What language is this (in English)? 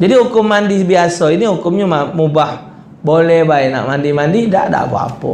Musi